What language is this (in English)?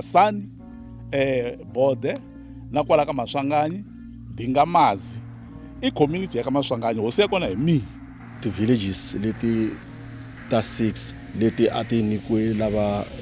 Tsonga